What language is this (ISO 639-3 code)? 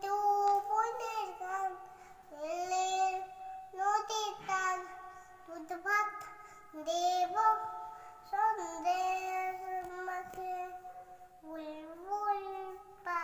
ben